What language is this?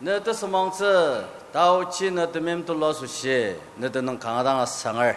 Ao Naga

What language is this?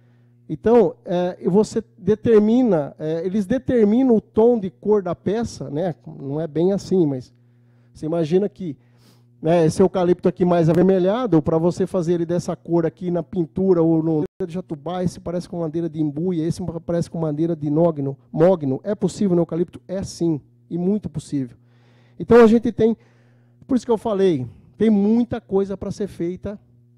Portuguese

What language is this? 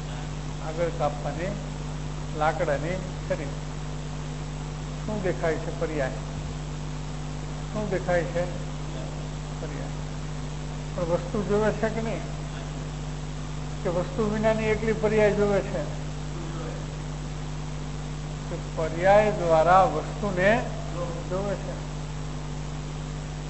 Gujarati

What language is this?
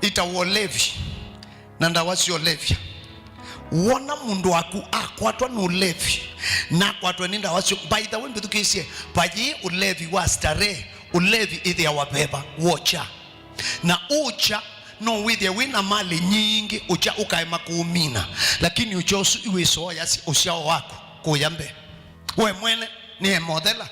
Kamba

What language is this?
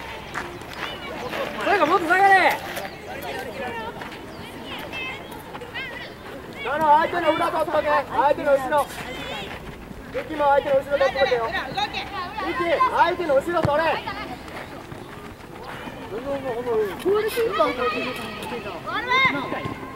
Japanese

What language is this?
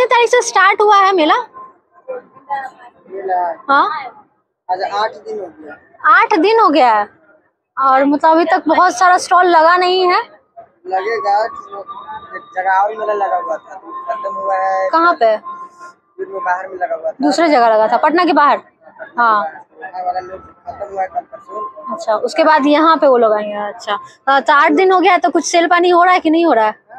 Hindi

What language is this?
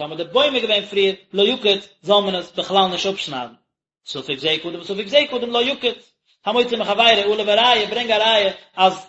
Yiddish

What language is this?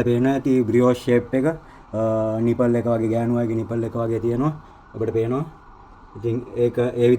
Sinhala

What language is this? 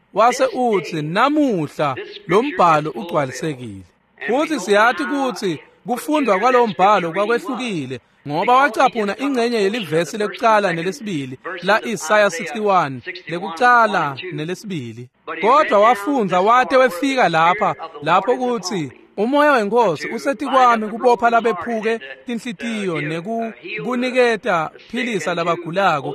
Swati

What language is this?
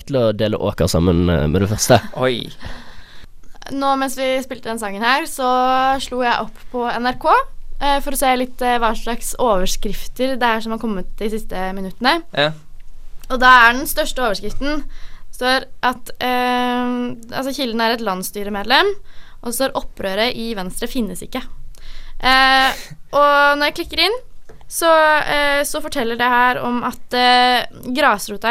Norwegian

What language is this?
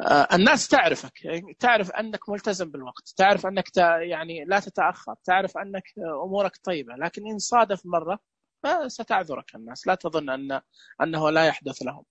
Najdi Arabic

